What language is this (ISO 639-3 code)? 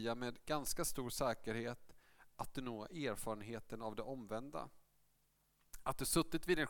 swe